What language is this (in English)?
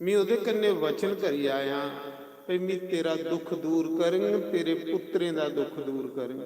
Dogri